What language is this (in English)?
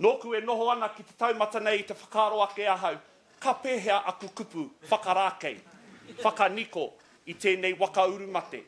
Māori